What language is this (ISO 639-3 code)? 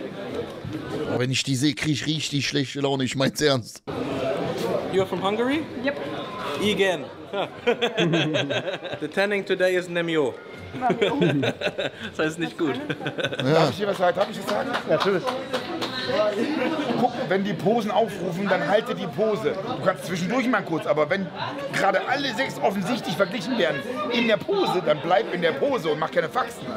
deu